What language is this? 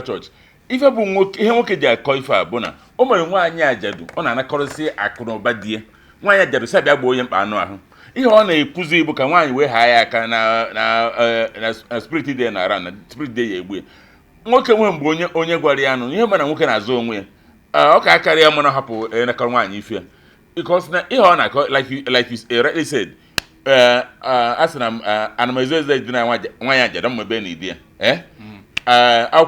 Igbo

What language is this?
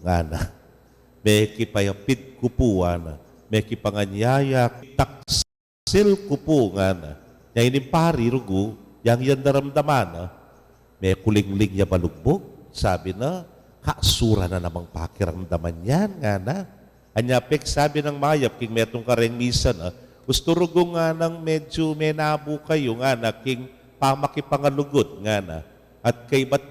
Pampanga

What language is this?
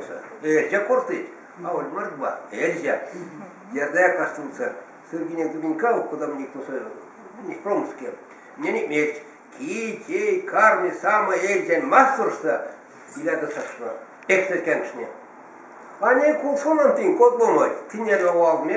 Erzya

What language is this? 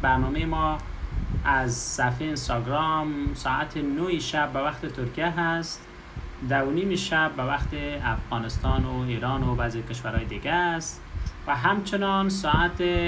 Persian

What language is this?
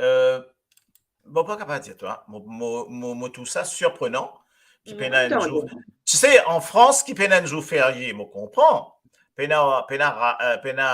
Morisyen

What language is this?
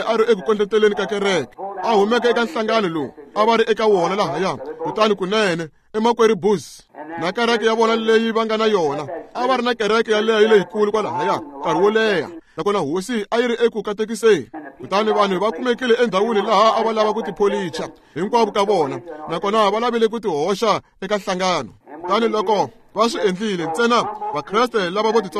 Tsonga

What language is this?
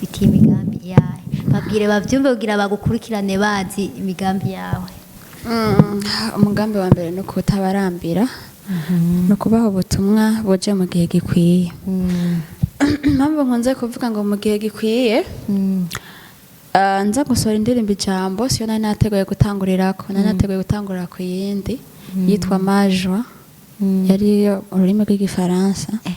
Rundi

